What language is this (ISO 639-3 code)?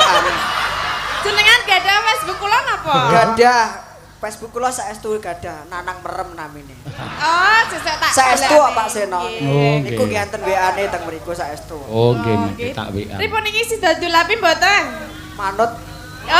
jav